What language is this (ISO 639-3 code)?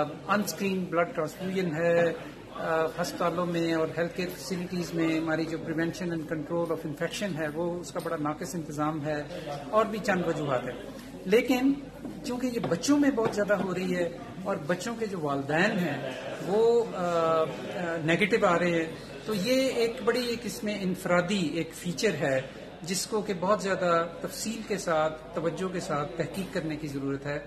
urd